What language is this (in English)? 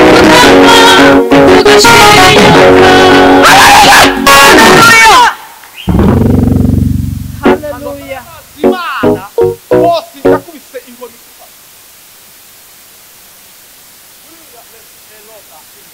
Kinyarwanda